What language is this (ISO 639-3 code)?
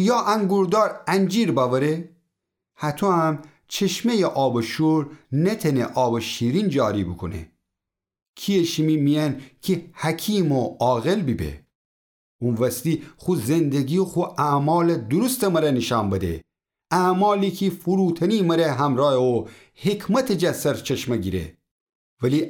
glk